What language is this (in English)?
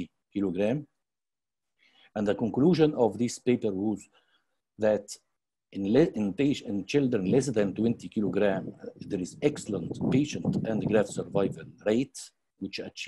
English